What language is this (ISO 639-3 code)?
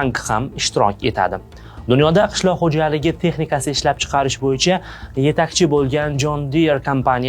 uzb